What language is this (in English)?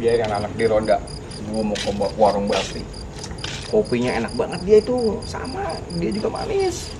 Betawi